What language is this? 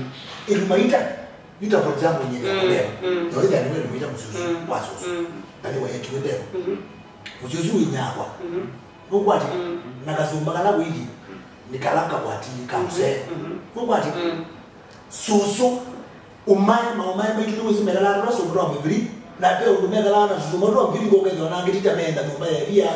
Kamba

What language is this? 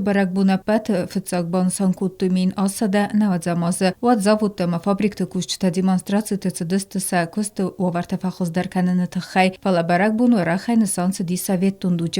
Ossetic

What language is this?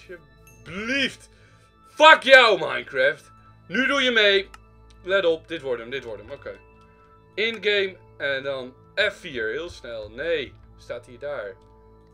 Dutch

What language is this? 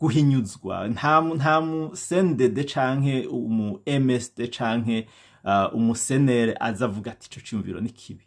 Rundi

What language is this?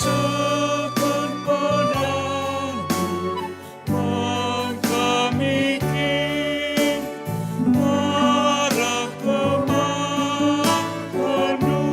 Batak Karo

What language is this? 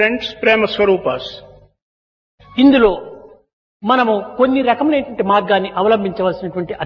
Telugu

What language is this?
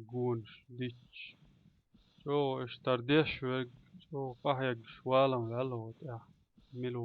Chechen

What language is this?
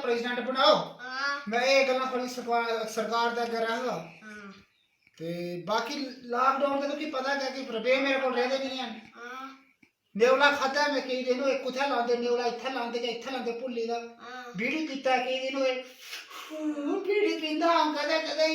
Dogri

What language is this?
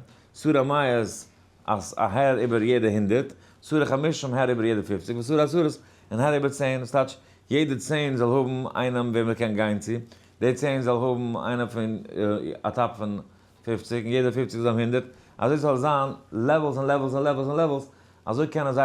Yiddish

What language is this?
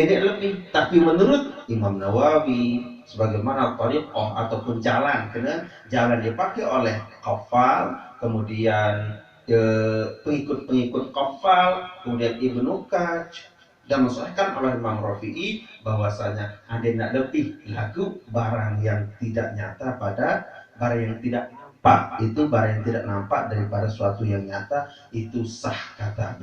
Sasak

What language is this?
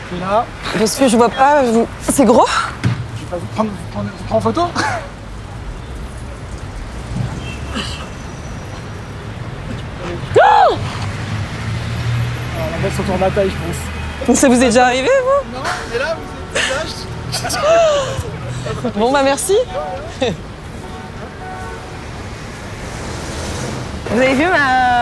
French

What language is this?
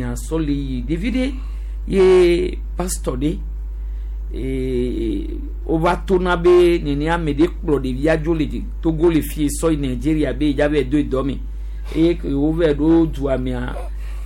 Gen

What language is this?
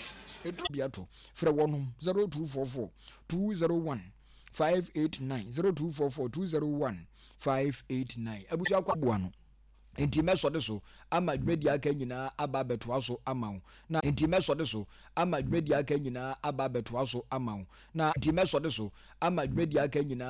Akan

